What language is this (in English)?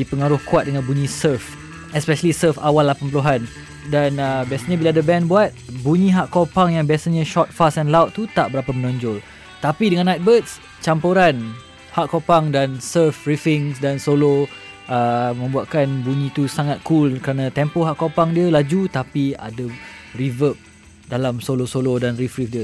Malay